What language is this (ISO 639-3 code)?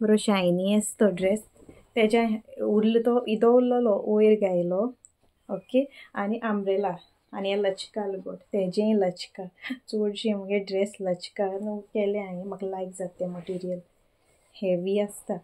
kok